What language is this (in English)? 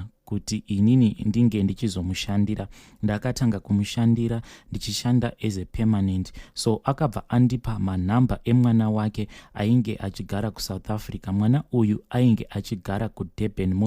Shona